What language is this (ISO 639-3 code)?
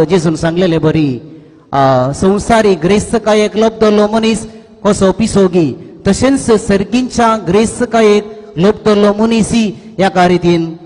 kok